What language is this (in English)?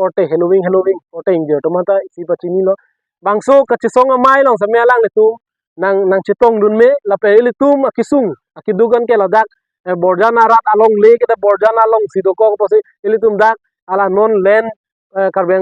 Karbi